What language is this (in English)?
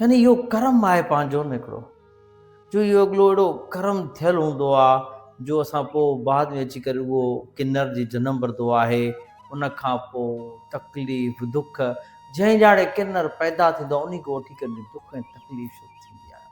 Sindhi